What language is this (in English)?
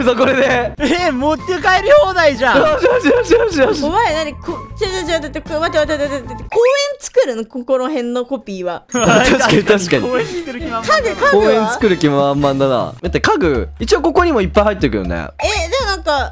Japanese